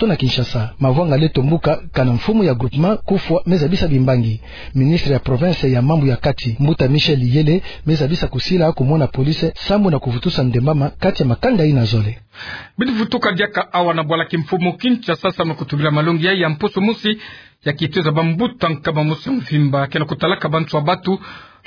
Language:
Kituba (Democratic Republic of Congo)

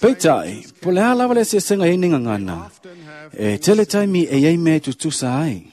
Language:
Samoan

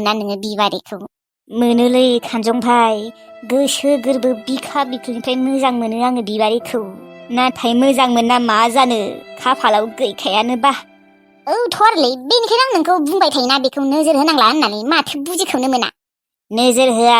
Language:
Bodo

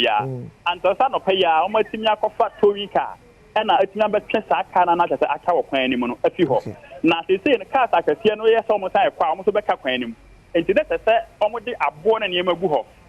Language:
Akan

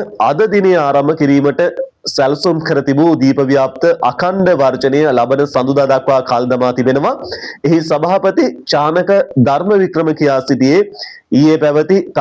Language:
Sinhala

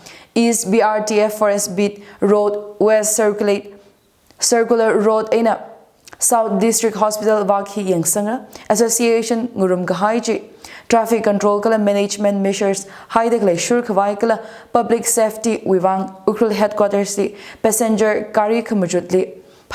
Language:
Tangkhul Naga (India)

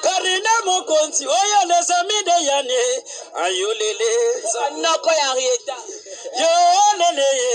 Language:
Lingala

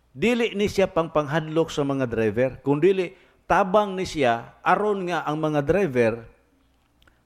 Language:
Cebuano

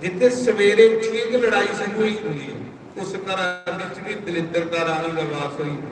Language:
Dogri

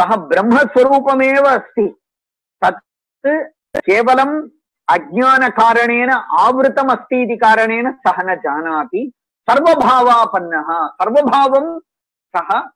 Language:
Sanskrit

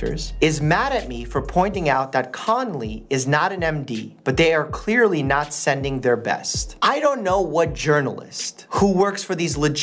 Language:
English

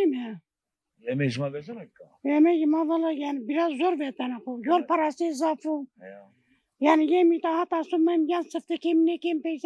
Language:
Zaza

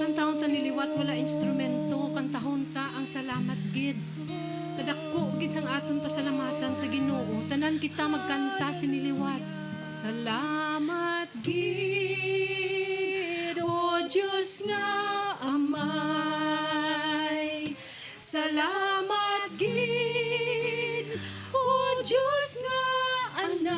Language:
Hiligaynon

